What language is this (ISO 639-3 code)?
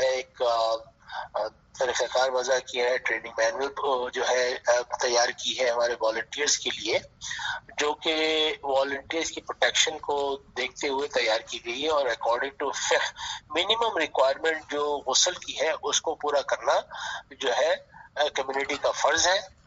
urd